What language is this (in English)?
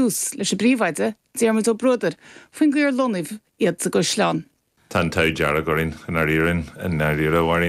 Irish